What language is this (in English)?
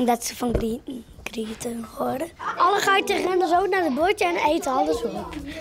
Western Frisian